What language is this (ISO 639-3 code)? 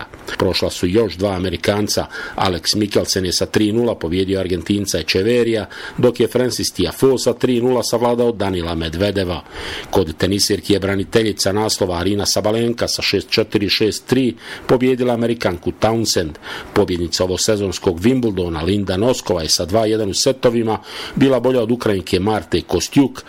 bos